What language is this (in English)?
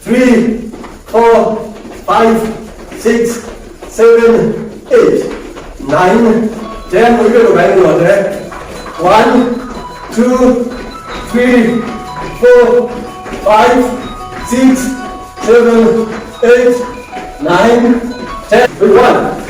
Kamba